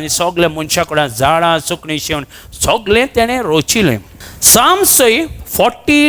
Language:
Konkani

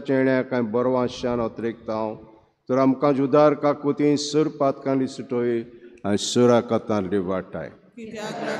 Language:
Konkani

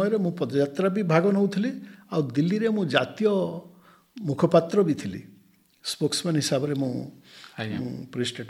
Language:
Odia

